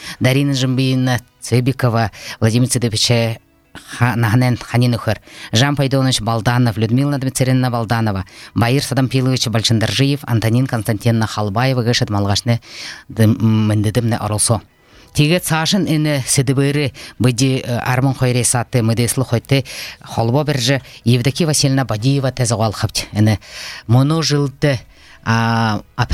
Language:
Buriat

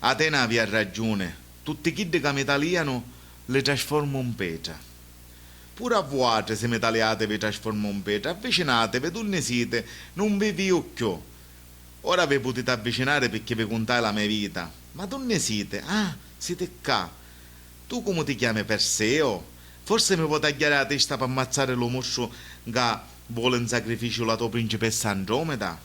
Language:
Sicilian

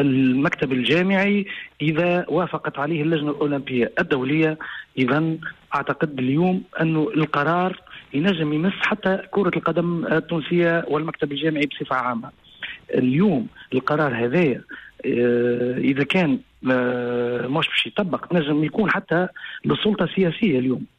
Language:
Tunisian Arabic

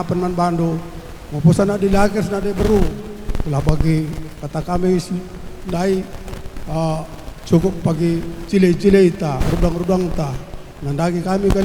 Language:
Batak Karo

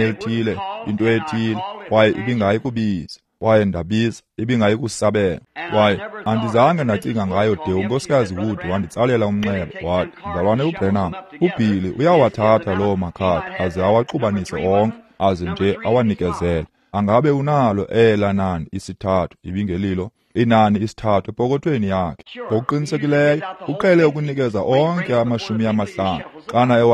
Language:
Xhosa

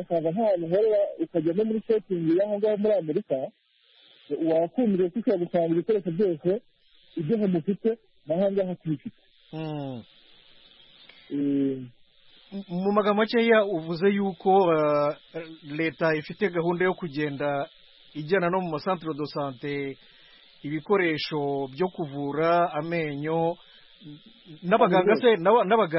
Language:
Kinyarwanda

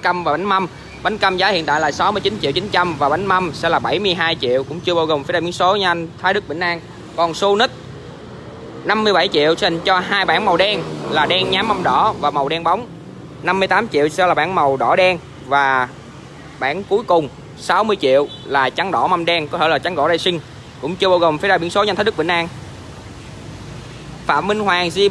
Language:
Vietnamese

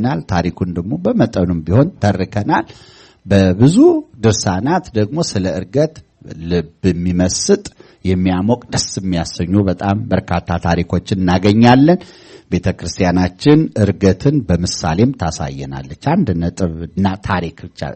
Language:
Amharic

